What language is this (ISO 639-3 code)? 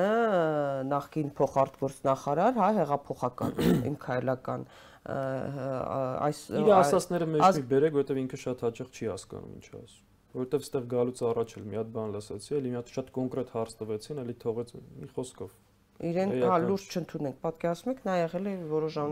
hye